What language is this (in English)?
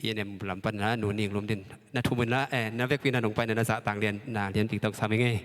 Tedim Chin